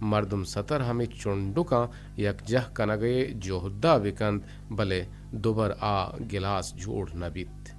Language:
Eastern Balochi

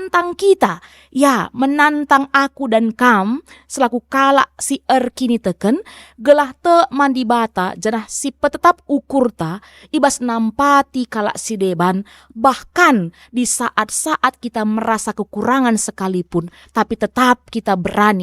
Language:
Batak Karo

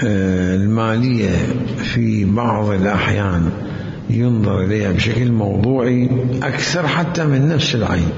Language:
Mesopotamian Arabic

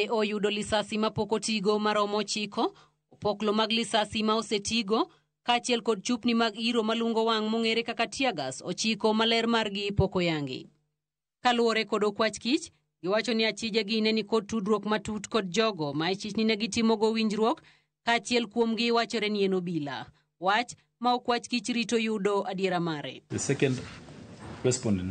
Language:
Luo (Kenya and Tanzania)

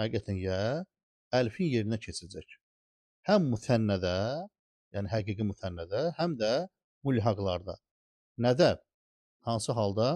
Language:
Azerbaijani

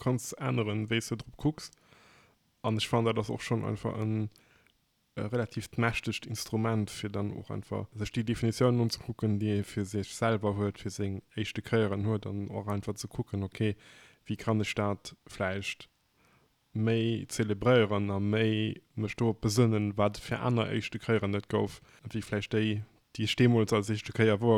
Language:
Luxembourgish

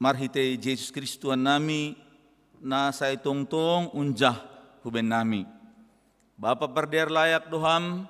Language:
Batak Simalungun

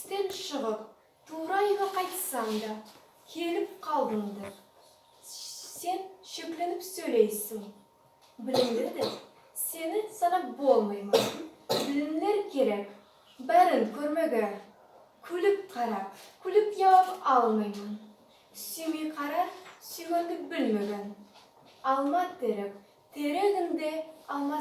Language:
Nogai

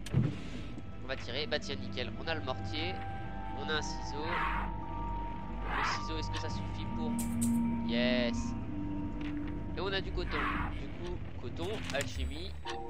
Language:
French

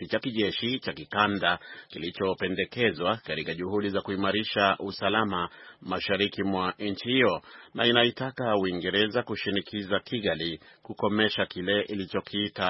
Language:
Swahili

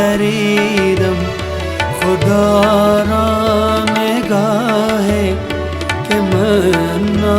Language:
Tajik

